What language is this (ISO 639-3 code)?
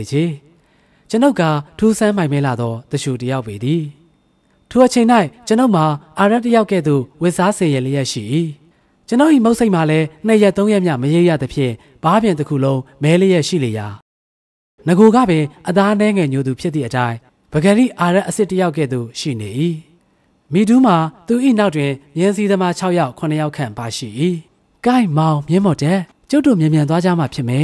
mya